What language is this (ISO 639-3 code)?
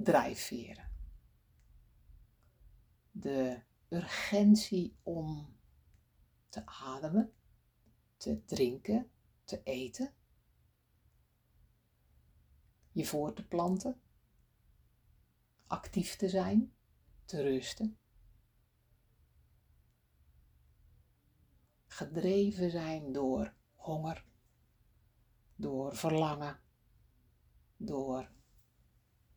nld